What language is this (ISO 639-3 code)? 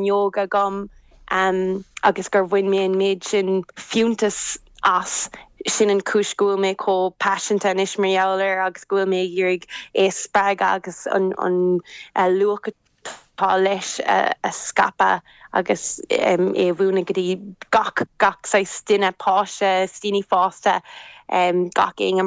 gle